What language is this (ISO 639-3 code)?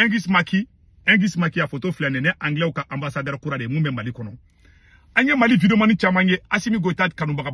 bam